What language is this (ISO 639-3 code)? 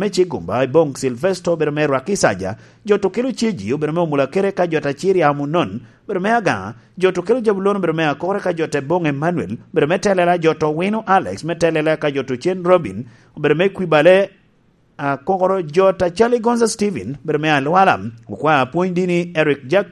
laj